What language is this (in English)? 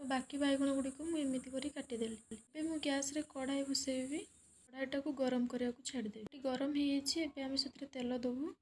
Odia